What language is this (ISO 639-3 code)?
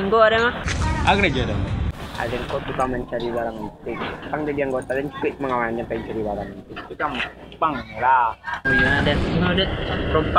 min